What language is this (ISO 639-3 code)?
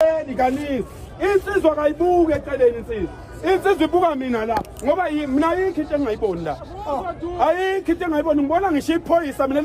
zul